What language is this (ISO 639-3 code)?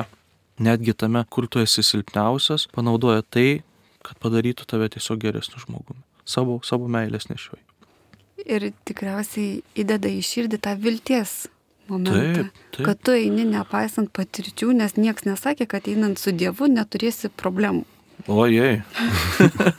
lit